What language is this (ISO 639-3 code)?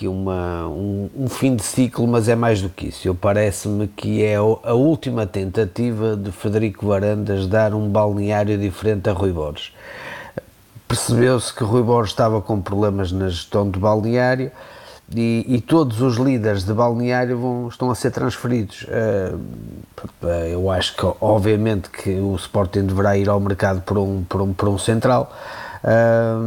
por